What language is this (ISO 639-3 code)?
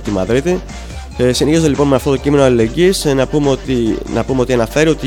ell